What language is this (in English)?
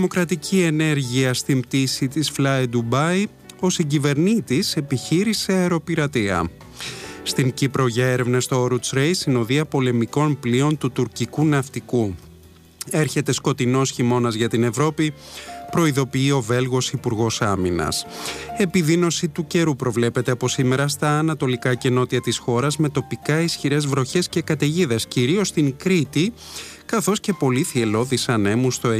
Greek